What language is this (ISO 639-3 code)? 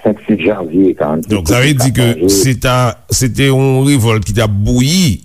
hat